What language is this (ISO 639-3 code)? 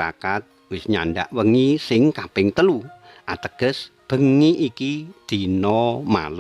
jav